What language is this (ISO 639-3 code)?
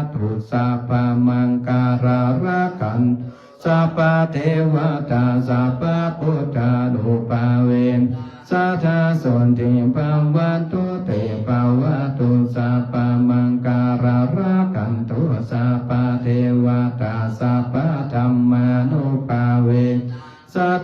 pli